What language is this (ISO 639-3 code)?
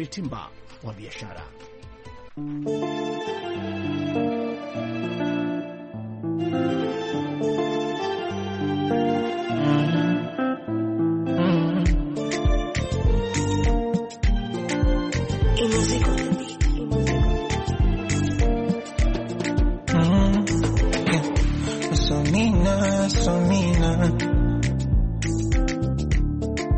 swa